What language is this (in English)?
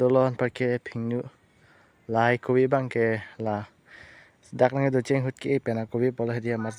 Karbi